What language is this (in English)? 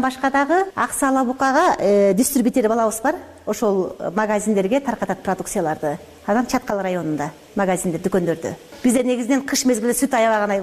Kyrgyz